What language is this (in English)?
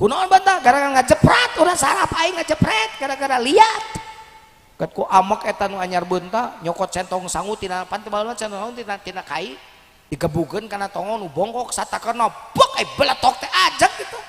Sundanese